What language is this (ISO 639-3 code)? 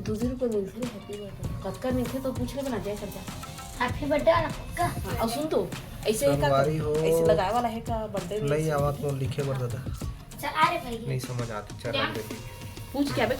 hne